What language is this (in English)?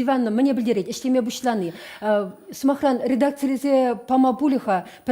Chuvash